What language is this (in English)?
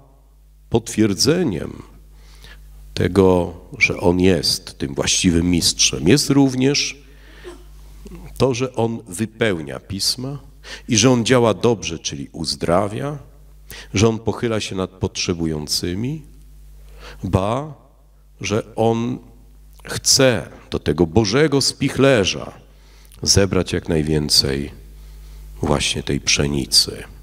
Polish